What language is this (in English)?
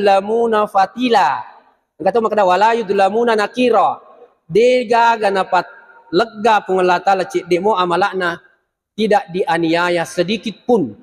Buginese